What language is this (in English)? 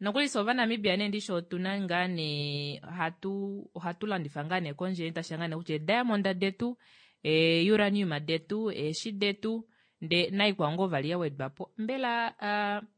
Kuanyama